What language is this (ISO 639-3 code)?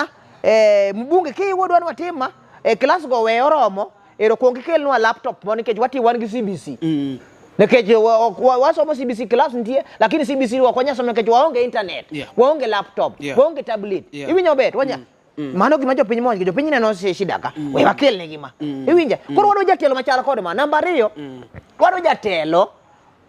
luo